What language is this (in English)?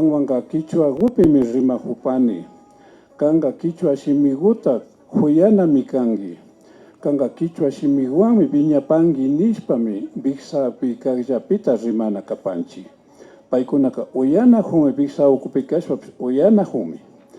Imbabura Highland Quichua